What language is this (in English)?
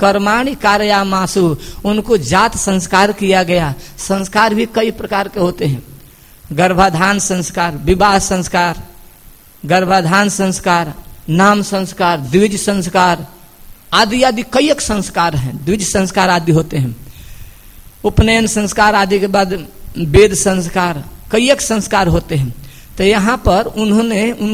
Hindi